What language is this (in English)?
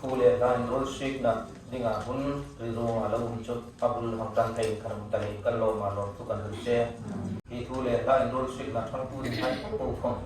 Hmar